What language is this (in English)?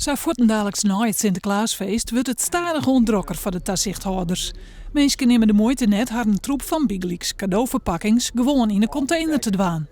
Western Frisian